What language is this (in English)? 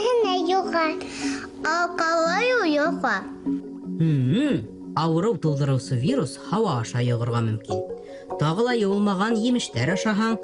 Bashkir